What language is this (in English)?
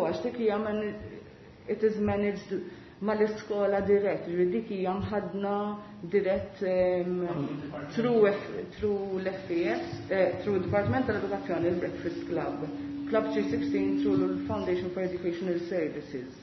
Maltese